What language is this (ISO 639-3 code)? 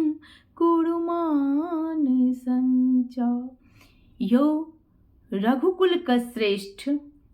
mai